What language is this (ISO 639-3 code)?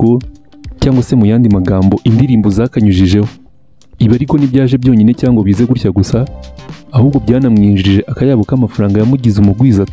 kin